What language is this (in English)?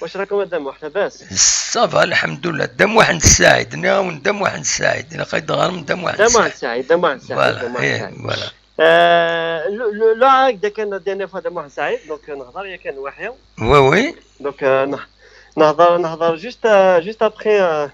Kabyle